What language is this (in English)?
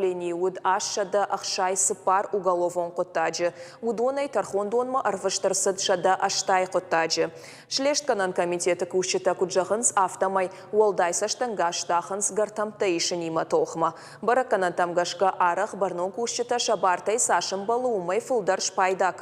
Ossetic